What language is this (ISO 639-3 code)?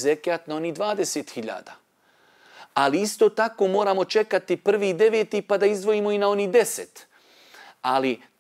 bos